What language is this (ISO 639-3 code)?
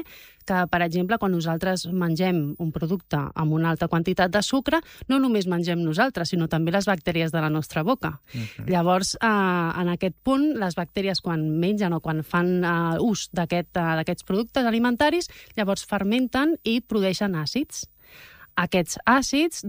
cat